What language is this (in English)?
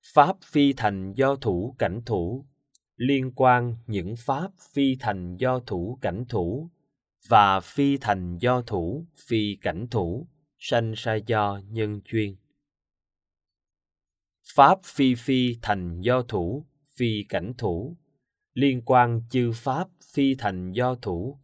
Vietnamese